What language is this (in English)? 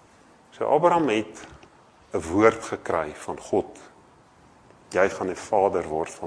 Afrikaans